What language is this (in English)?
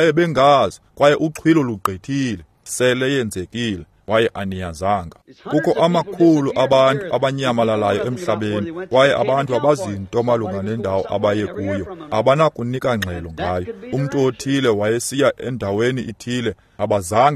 Xhosa